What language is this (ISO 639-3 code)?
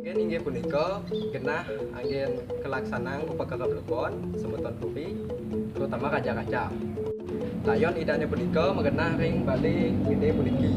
ban